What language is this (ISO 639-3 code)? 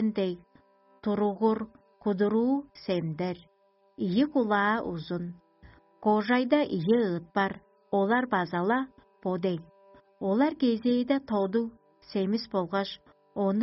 tyv